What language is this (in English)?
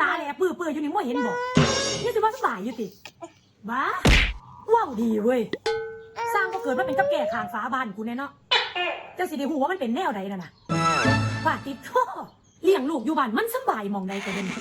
Northeastern Thai